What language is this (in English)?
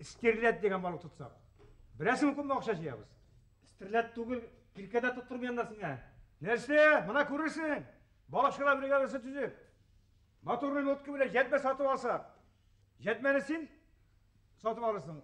Bashkir